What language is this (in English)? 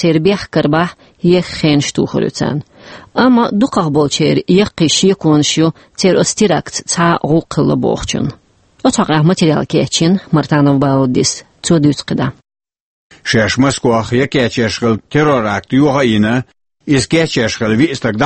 Chechen